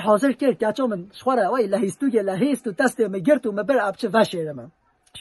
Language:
Kurdish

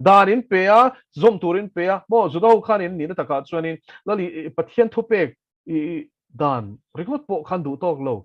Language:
Mizo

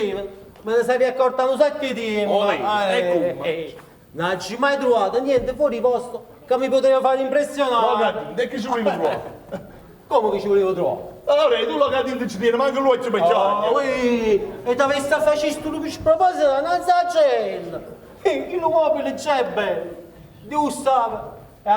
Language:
Neapolitan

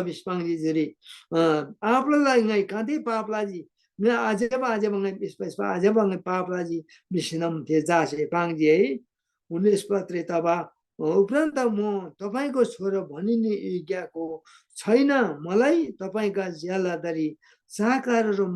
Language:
Eastern Tamang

